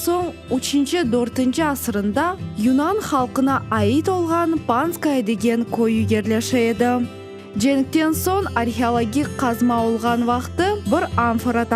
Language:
Crimean Tatar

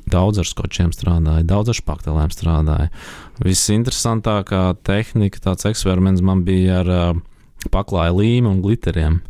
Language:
Latvian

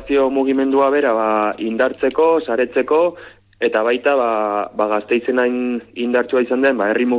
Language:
Basque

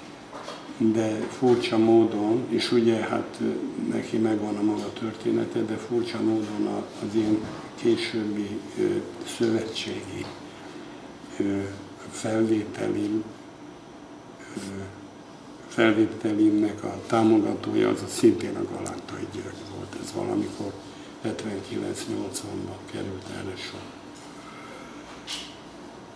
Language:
Hungarian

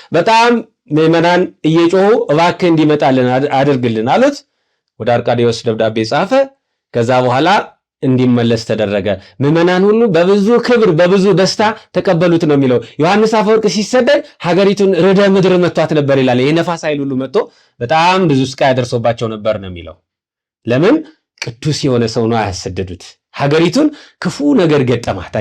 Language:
Amharic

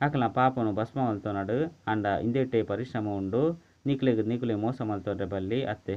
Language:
Tulu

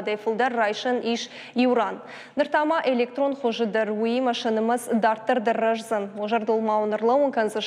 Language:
Ossetic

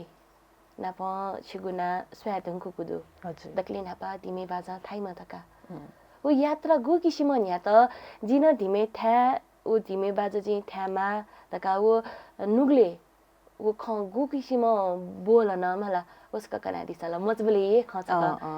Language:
Newari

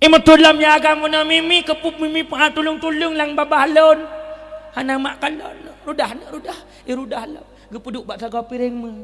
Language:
Achinese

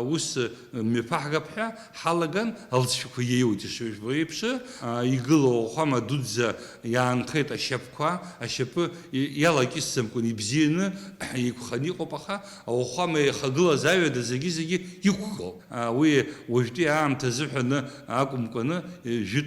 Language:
Abkhazian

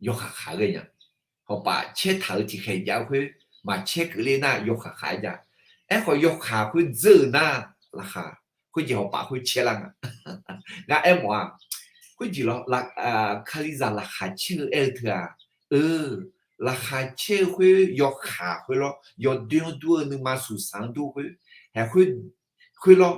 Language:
Akha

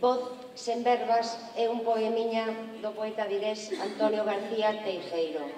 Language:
Galician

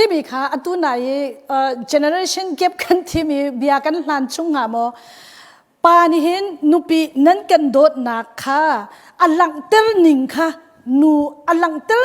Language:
Hakha Chin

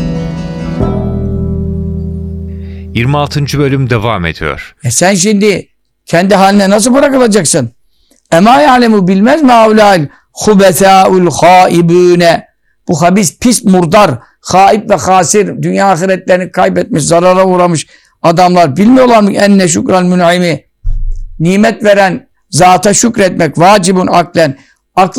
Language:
Turkish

